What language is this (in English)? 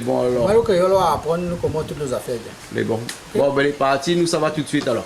Réunion Creole French